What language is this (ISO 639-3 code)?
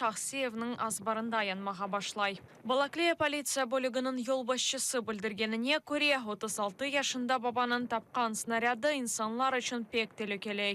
crh